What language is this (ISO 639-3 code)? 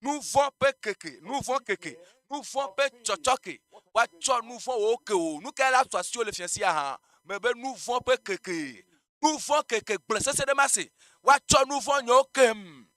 ewe